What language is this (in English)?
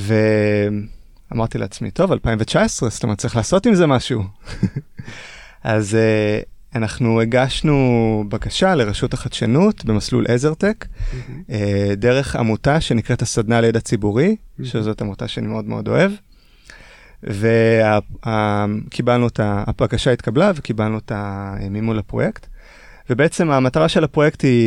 Hebrew